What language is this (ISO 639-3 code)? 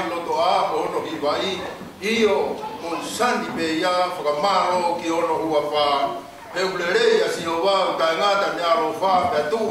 ton